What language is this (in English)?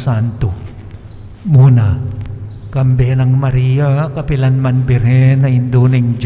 Pampanga